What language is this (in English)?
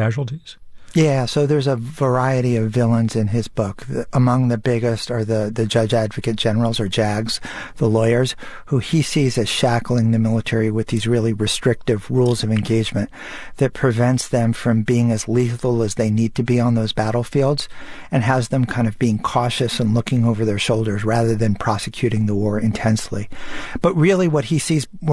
English